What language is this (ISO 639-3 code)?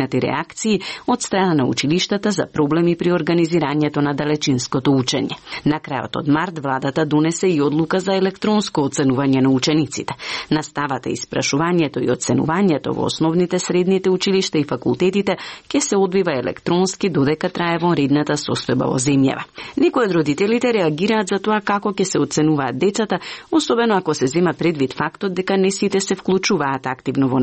mkd